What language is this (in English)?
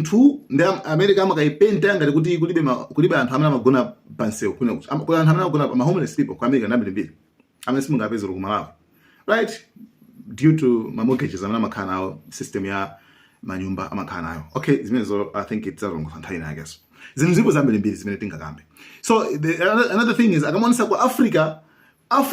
Nyanja